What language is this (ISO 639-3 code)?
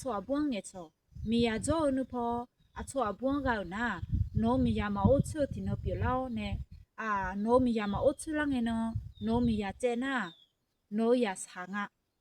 ahk